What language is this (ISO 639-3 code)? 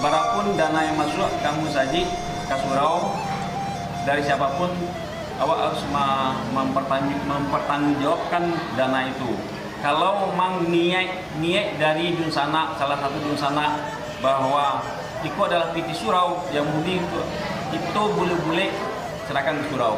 min